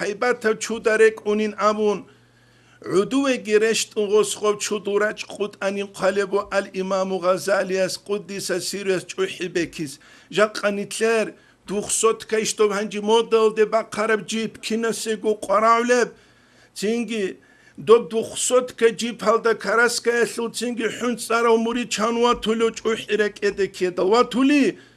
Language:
Avaric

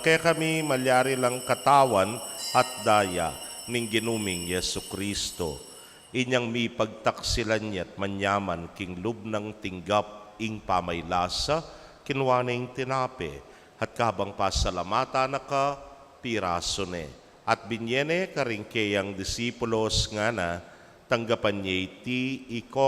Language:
Pampanga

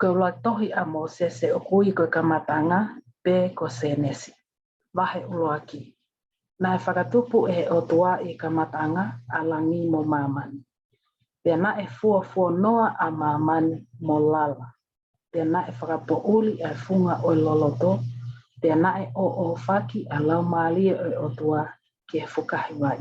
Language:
Tongan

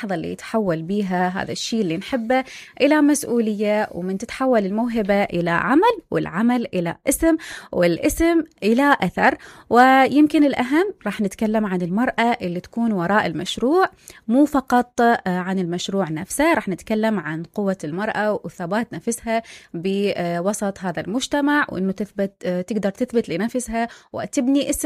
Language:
Mesopotamian Arabic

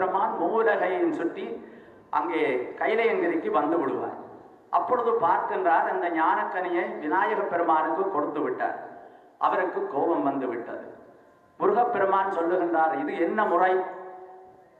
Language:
Tamil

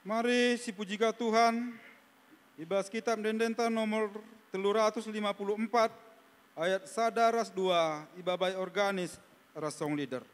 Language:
Batak Karo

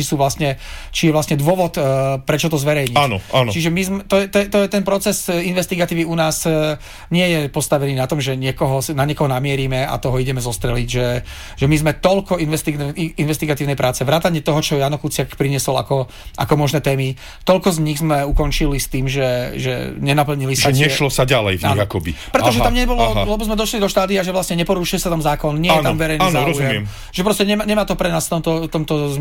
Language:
Slovak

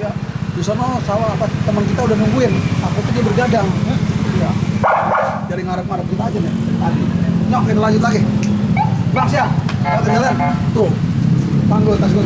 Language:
Betawi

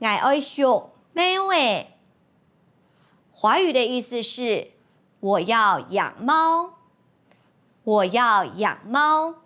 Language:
Hakka Chinese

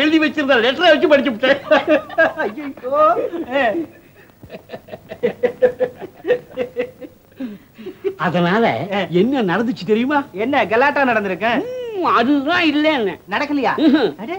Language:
Tamil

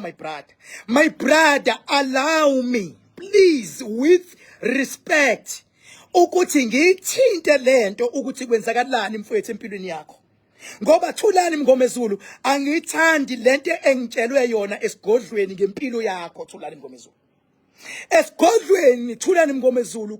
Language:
Zulu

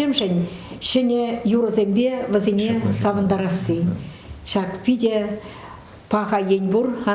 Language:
Chuvash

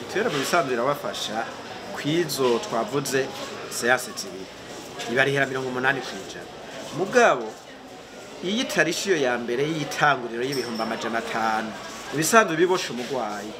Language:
Rundi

